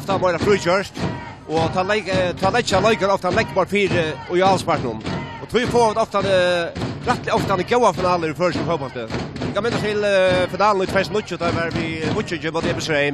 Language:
Faroese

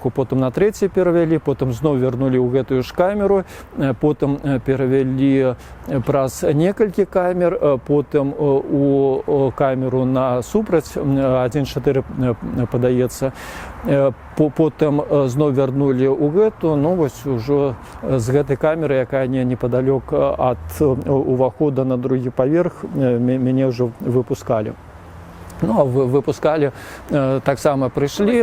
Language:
Belarusian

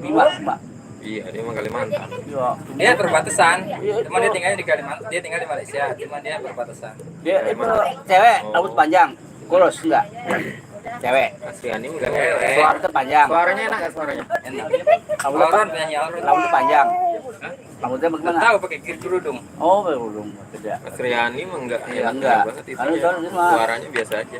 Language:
Betawi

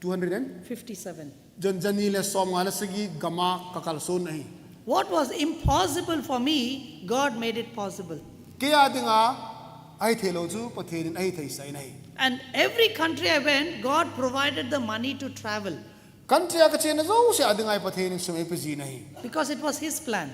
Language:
Thado Chin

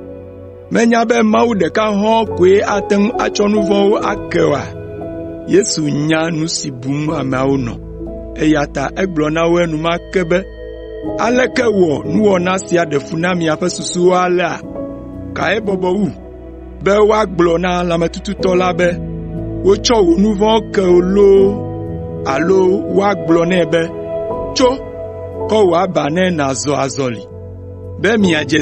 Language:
Ewe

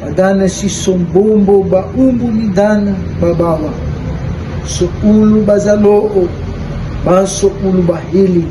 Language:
Nias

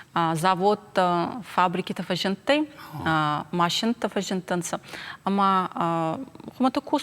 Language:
Ossetic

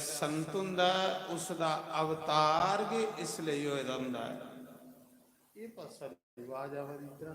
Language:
Dogri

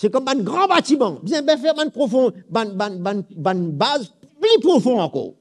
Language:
Morisyen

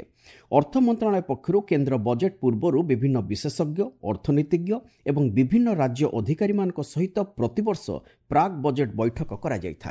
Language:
Odia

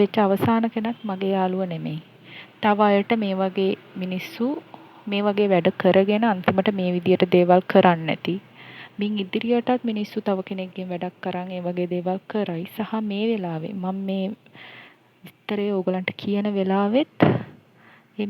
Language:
Sinhala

